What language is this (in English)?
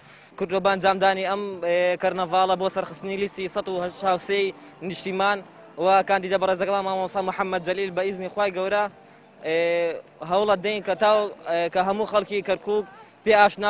Central Kurdish